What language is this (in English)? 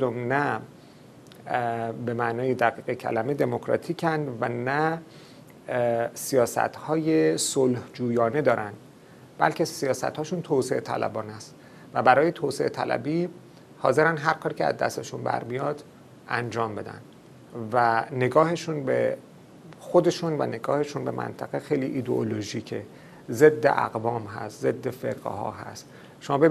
Persian